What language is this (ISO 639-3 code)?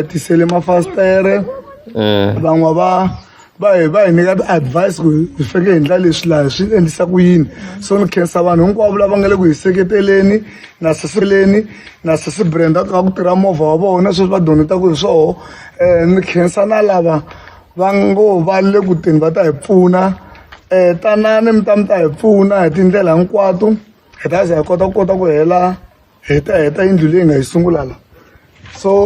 tso